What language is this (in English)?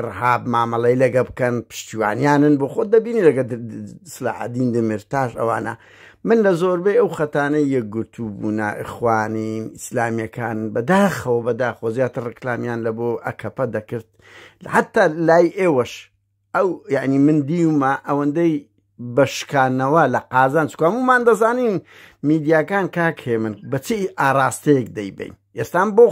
Central Kurdish